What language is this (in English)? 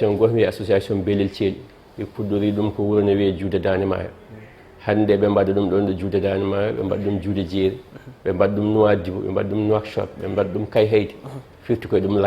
Fula